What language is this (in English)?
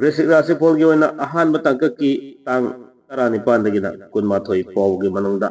Manipuri